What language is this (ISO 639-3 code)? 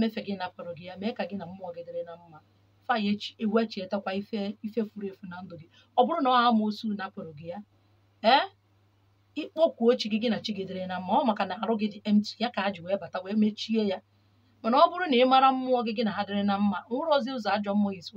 ibo